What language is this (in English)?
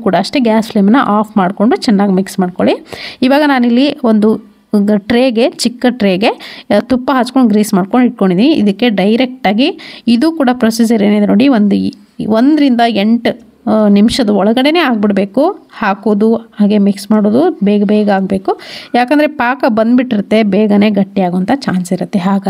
Kannada